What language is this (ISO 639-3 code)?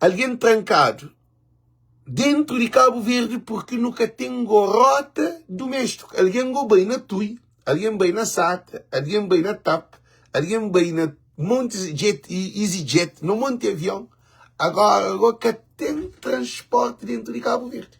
kea